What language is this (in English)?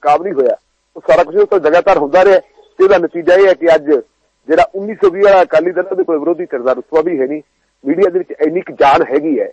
Punjabi